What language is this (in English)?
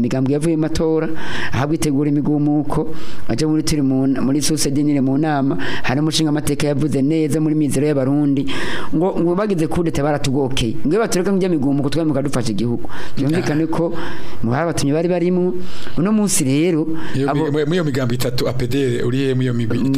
Rundi